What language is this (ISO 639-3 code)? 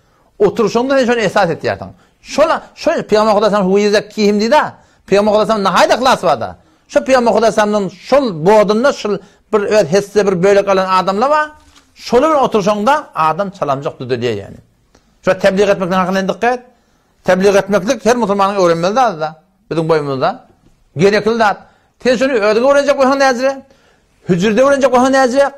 tuk